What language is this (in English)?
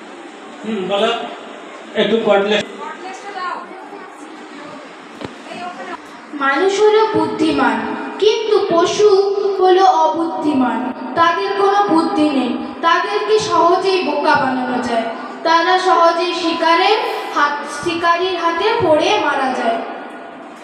Bangla